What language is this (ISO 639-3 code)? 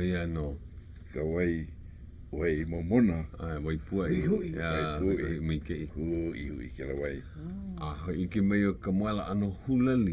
haw